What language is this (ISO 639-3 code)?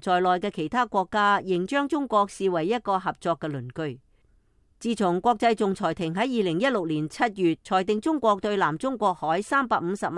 yue